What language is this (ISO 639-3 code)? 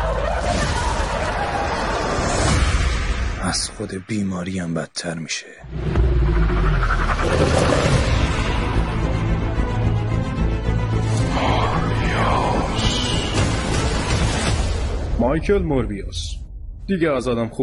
fas